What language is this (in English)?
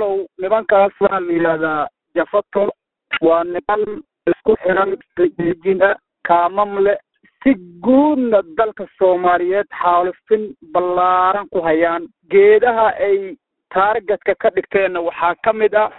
Somali